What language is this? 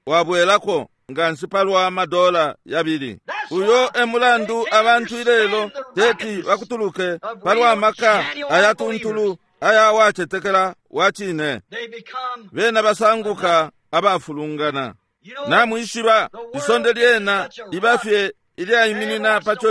Bemba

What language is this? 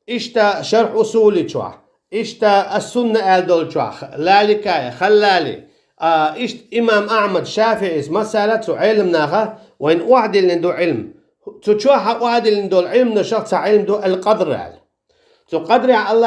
Chechen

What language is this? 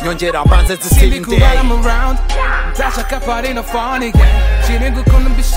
Kinyarwanda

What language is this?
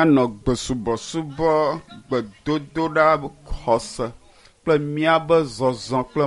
Ewe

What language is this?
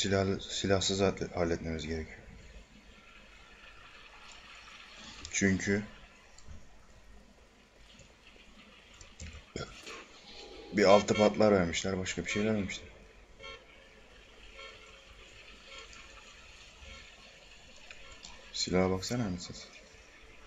Turkish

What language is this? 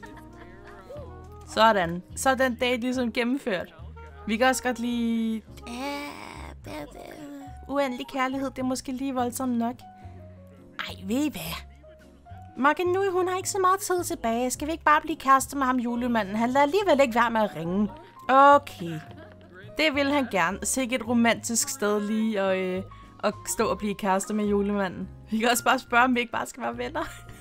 Danish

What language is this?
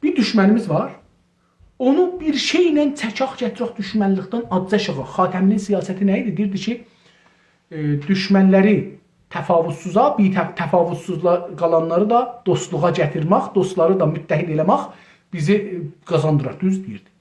South Azerbaijani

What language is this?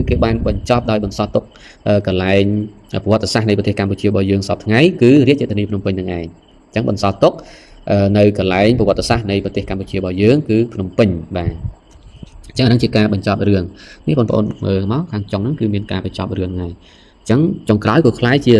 Khmer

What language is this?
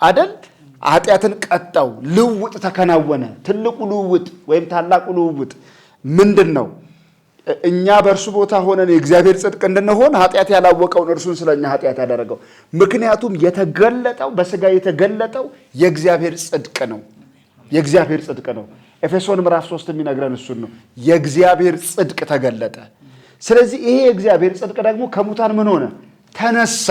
Amharic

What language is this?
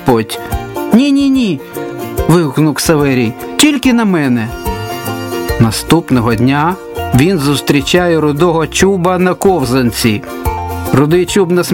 Ukrainian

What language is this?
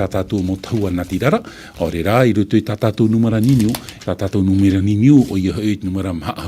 Tahitian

